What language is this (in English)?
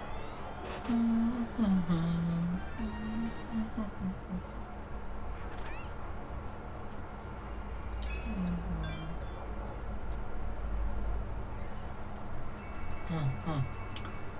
English